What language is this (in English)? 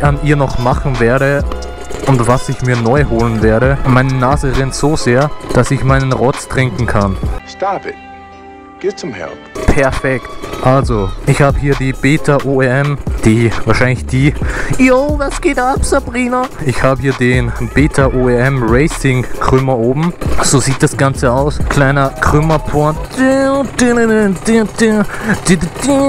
German